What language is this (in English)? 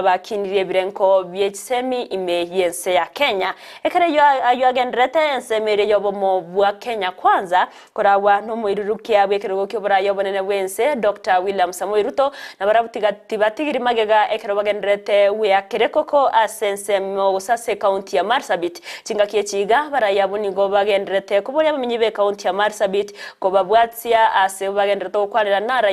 Gusii